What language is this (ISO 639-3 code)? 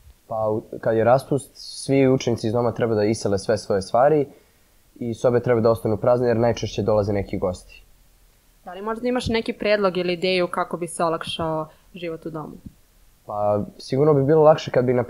srp